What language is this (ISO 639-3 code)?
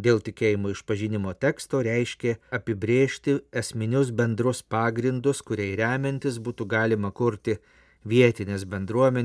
lit